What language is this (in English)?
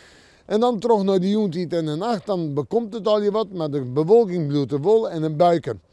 Western Frisian